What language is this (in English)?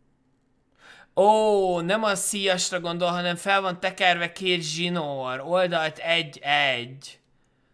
Hungarian